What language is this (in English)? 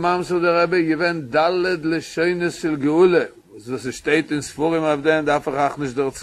Yiddish